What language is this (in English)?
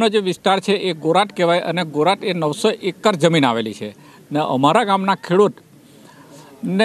Gujarati